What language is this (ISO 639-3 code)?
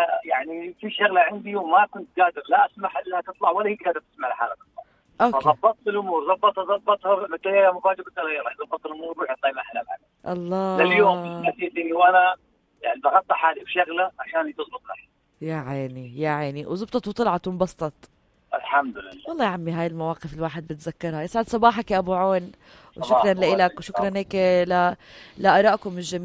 apc